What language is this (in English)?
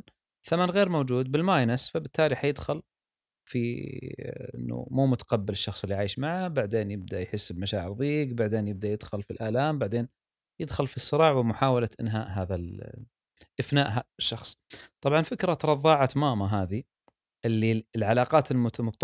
Gulf Arabic